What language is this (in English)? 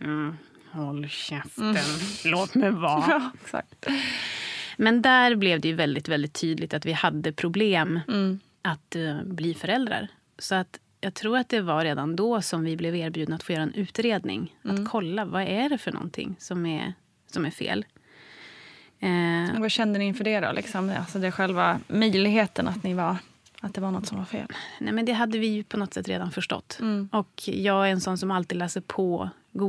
Swedish